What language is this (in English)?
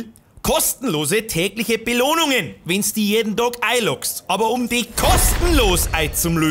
Bavarian